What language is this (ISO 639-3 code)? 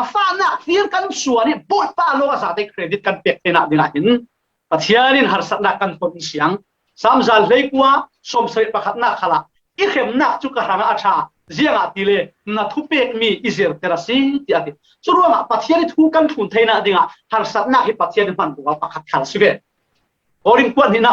cfm